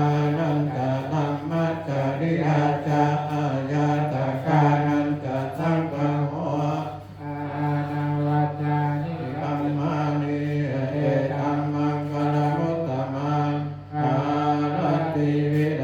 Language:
Pali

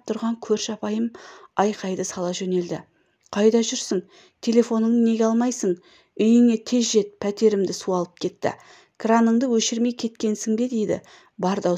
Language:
Kazakh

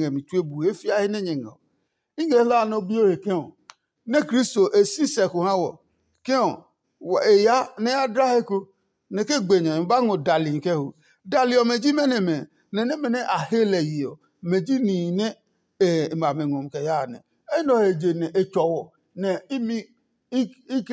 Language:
Adangme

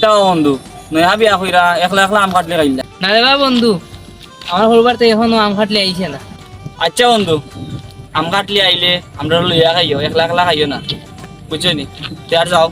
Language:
Sylheti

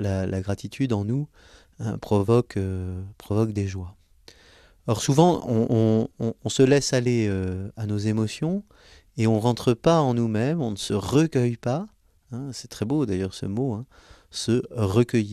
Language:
French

